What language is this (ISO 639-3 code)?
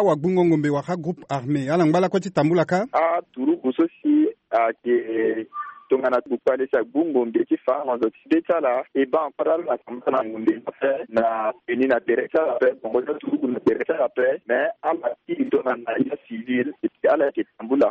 sag